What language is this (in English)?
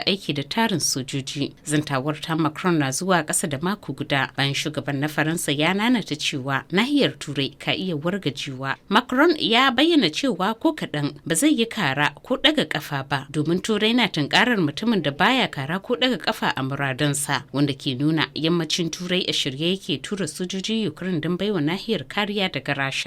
Hausa